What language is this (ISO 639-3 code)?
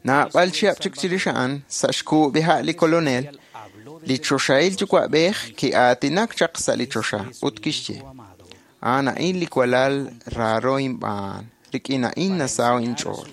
kek